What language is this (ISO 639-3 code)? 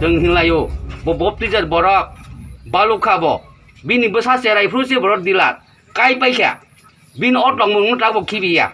trp